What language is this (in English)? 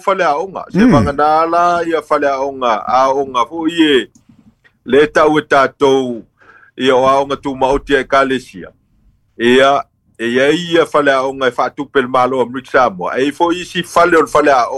Samoan